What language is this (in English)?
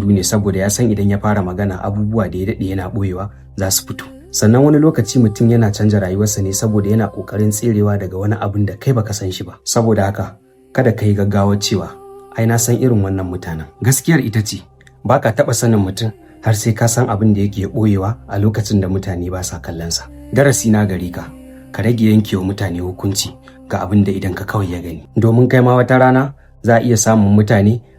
Hausa